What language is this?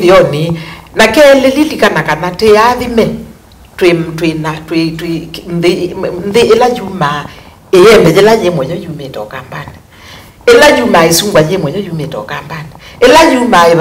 Kamba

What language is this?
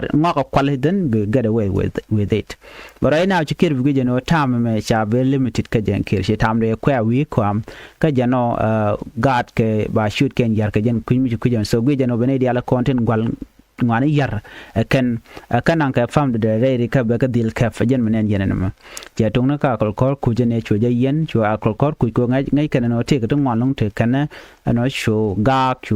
Nuer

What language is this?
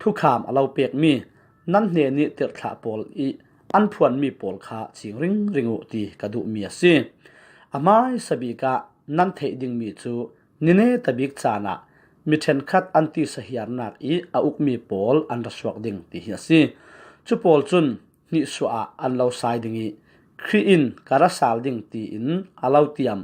Falam Chin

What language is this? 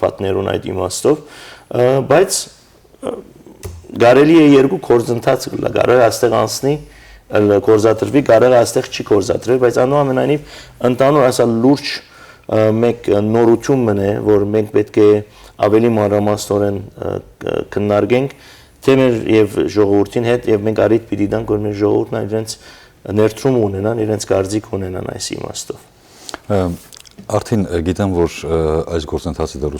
Western Armenian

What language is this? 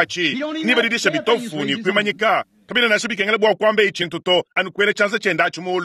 Luba-Lulua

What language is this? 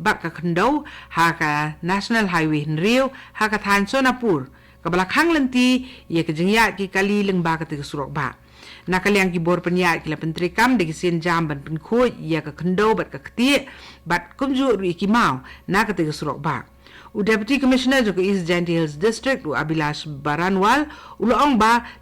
Khasi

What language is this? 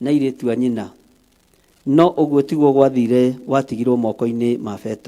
Kikuyu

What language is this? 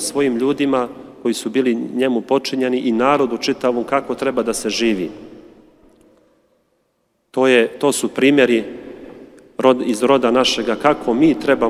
Serbian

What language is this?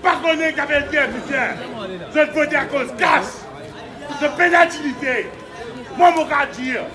Morisyen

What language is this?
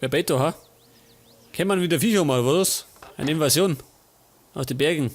Bavarian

